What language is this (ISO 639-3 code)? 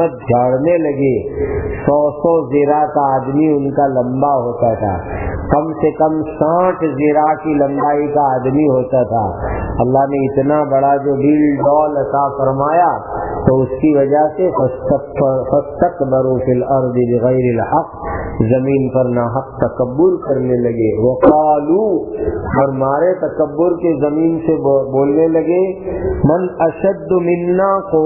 urd